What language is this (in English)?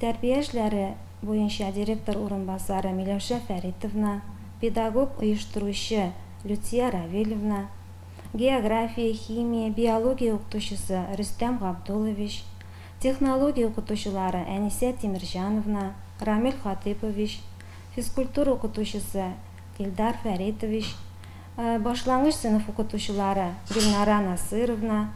Tatar